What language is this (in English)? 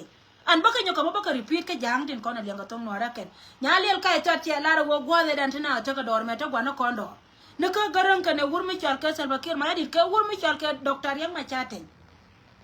Nuer